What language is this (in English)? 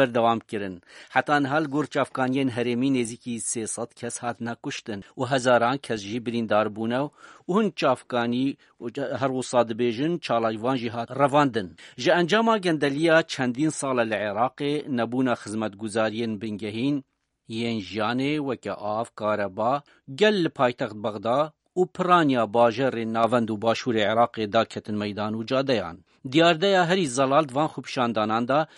Kurdish